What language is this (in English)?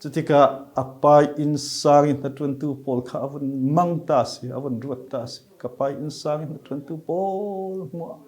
Falam Chin